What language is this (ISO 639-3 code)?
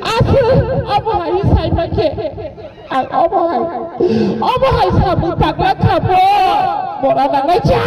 trp